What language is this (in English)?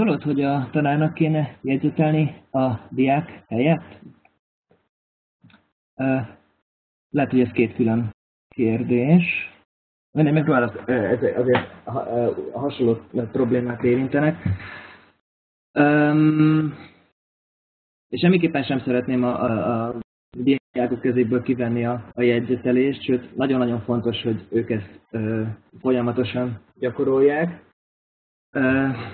Hungarian